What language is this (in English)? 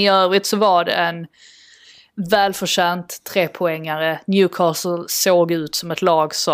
Swedish